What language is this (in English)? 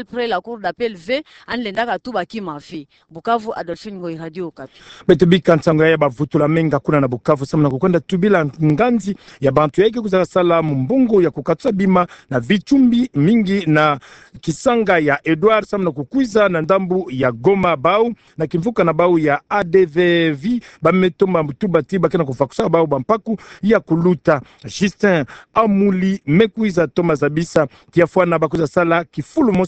Kituba (Democratic Republic of Congo)